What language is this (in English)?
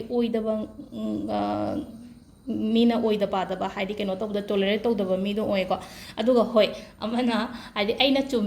Manipuri